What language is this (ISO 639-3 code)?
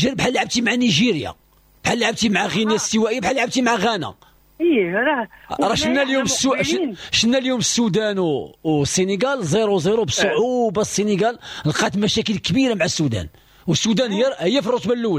ary